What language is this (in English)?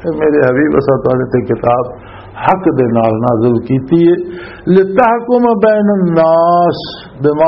Western Panjabi